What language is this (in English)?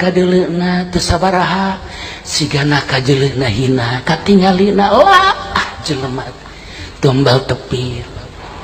Sundanese